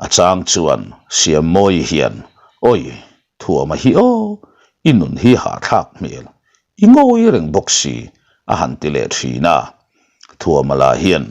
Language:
Mizo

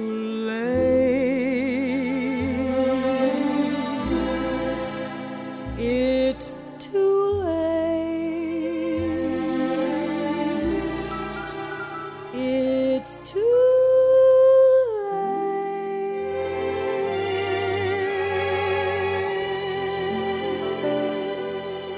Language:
Greek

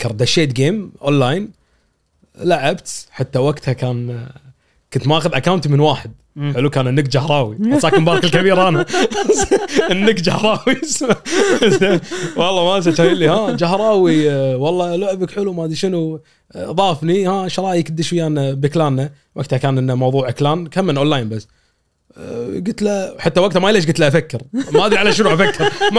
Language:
Gulf Arabic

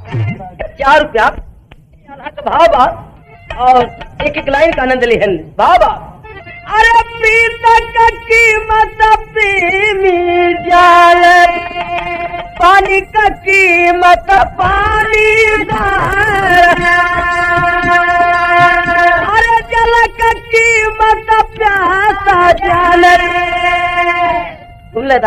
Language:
Bhojpuri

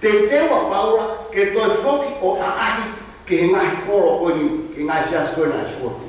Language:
Tongan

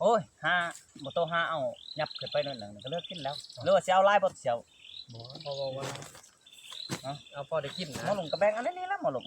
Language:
Northeastern Thai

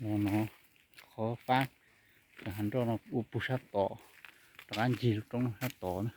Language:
Hmong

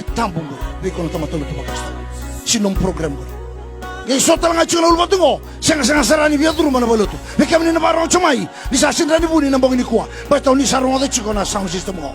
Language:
Fijian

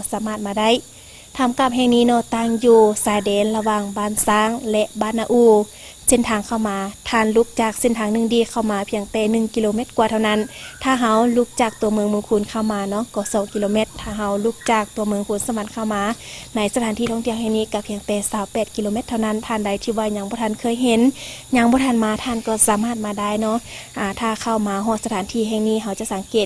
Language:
Lao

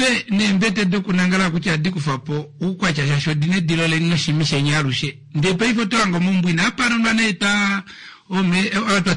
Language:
Kuanyama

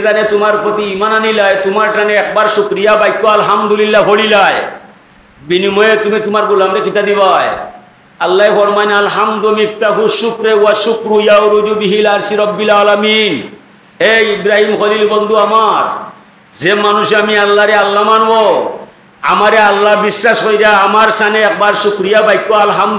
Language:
Sylheti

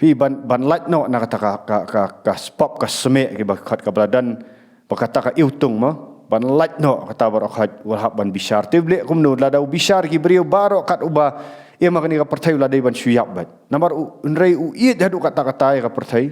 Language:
Khasi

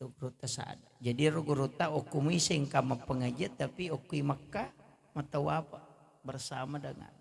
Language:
Buginese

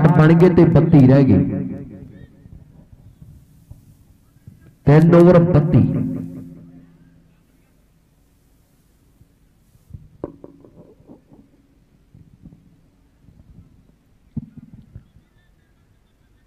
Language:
Punjabi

